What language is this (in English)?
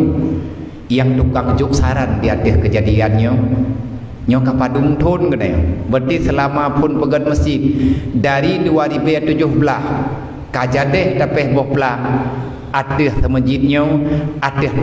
Achinese